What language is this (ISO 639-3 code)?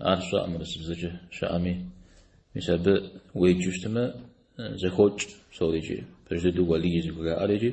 kbd